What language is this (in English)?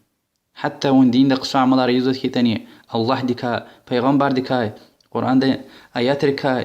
Lezghian